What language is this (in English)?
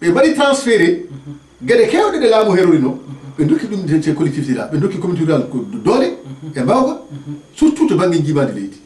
Fula